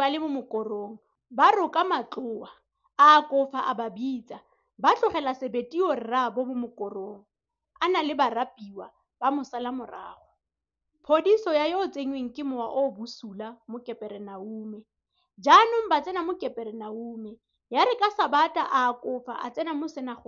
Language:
Tswana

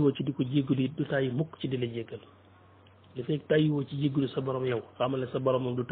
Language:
Wolof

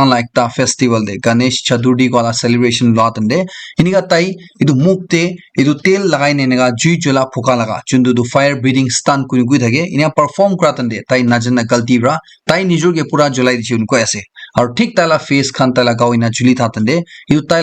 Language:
Naga Pidgin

